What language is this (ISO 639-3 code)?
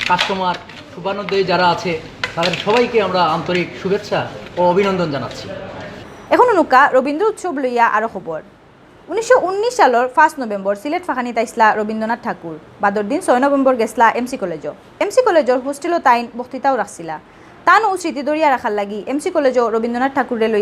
syl